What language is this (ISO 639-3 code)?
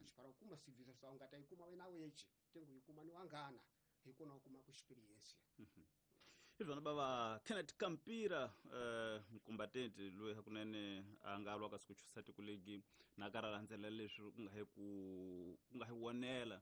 tso